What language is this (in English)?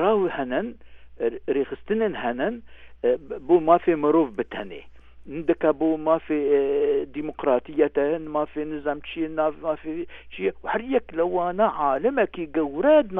Kurdish